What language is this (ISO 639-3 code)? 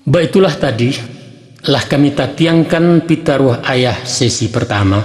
min